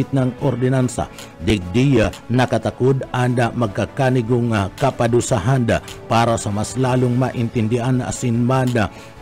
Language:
Bikol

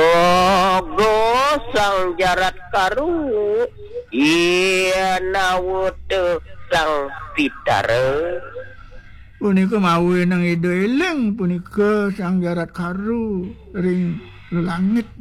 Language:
Balinese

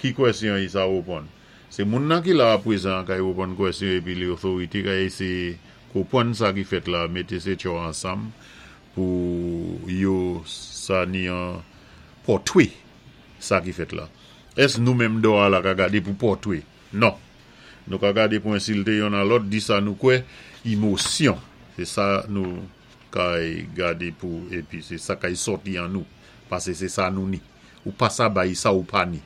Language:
Saint Lucian Creole French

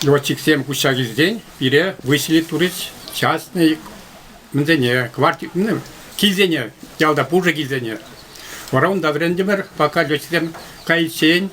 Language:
Chuvash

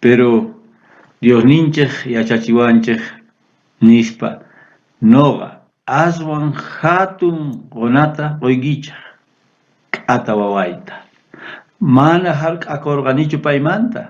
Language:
South Bolivian Quechua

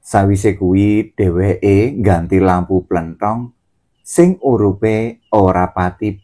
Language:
Javanese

